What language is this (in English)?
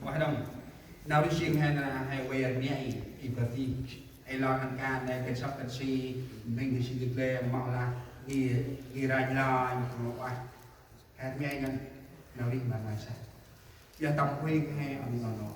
Central Mnong